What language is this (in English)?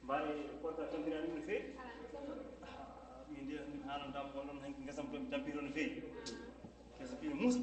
Fula